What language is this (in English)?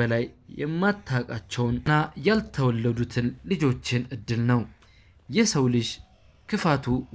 Amharic